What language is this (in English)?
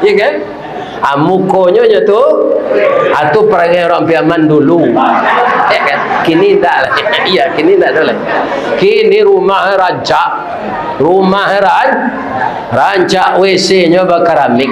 Minangkabau